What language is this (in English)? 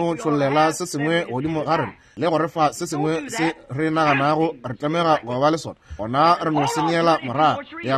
Northern Sotho